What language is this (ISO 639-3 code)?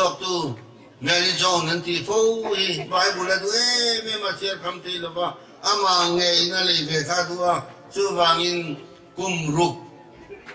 lus